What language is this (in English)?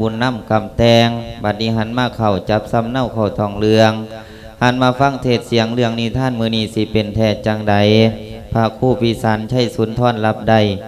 Lao